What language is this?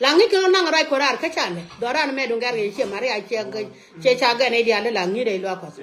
Nuer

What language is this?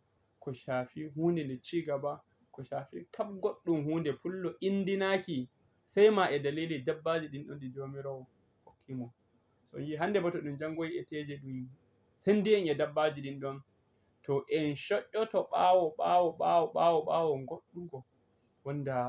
Fula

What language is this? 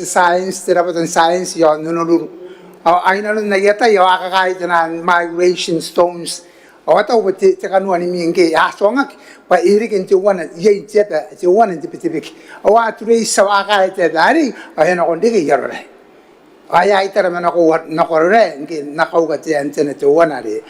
Gilbertese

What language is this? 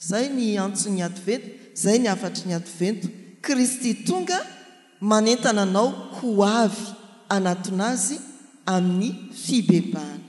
Malagasy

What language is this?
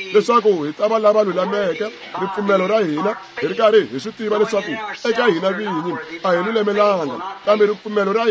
Tsonga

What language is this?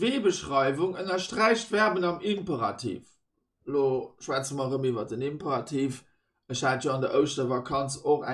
Luxembourgish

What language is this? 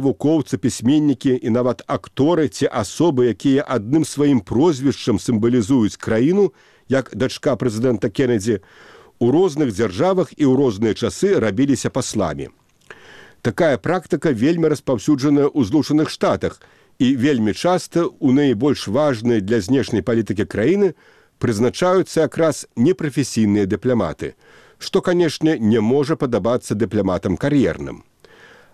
Belarusian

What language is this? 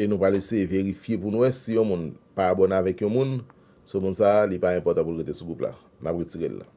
Haitian Creole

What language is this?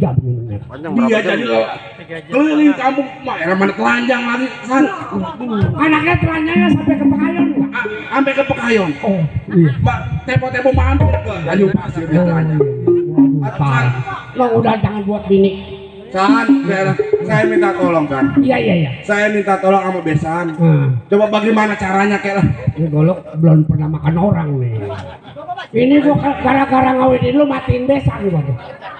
Betawi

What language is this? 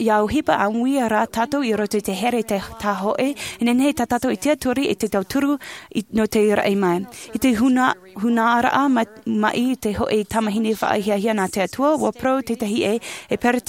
Tahitian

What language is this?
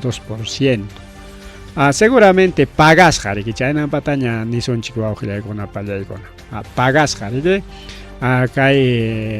Ayacucho Quechua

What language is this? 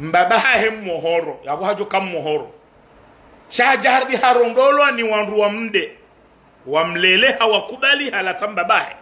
Ngazidja Comorian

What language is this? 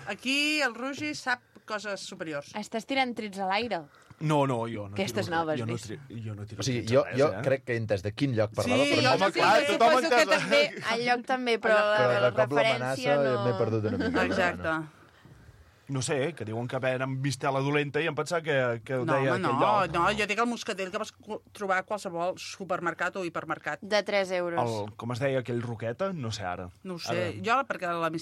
Catalan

